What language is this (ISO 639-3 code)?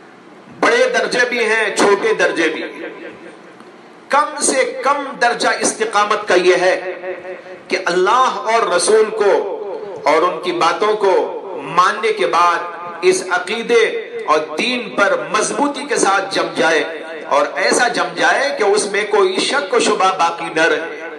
urd